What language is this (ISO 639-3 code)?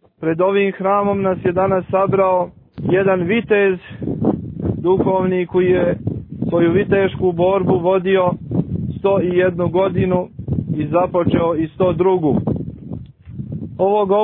srp